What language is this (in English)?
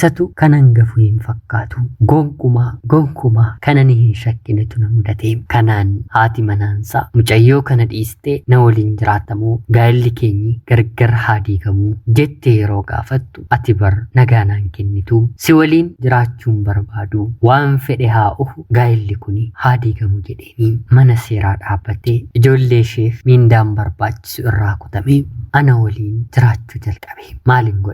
Oromo